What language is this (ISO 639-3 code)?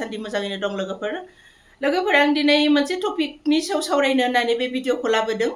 brx